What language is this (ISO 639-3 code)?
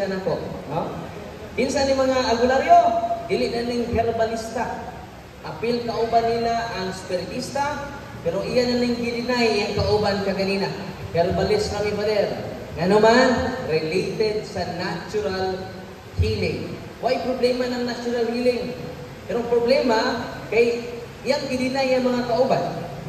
ceb